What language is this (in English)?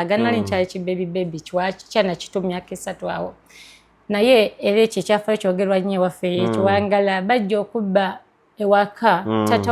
Ganda